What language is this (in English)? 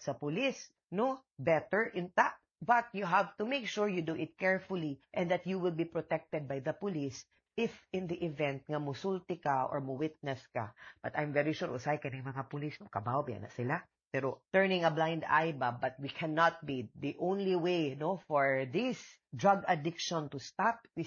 Cebuano